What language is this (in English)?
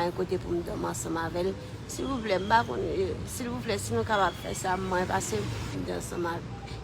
Haitian Creole